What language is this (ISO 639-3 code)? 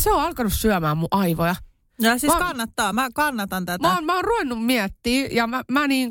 fin